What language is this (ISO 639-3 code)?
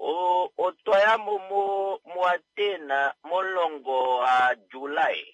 kua